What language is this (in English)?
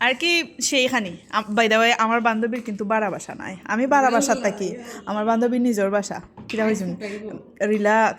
Sylheti